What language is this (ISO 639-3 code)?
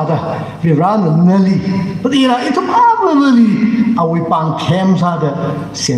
nmf